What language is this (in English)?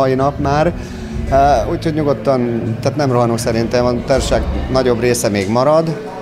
Hungarian